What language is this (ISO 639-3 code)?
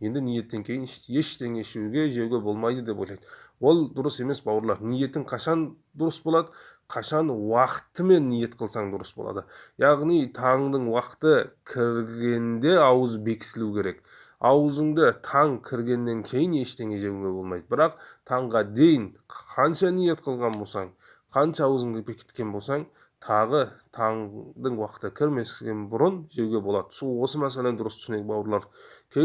kaz